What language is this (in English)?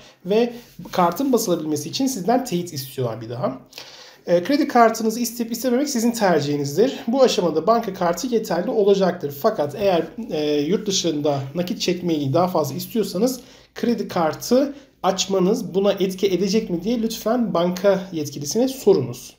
Turkish